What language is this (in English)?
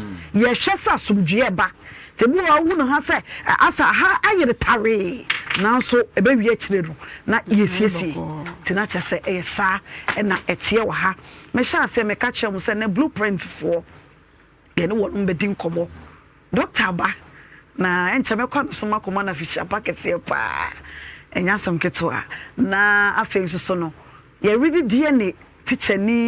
Akan